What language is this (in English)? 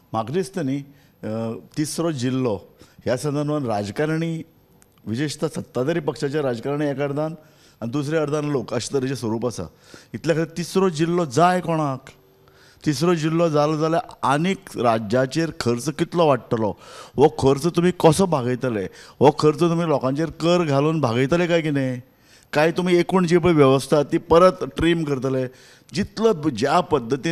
Konkani